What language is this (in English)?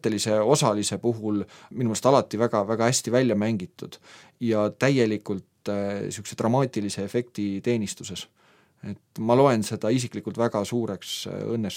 Estonian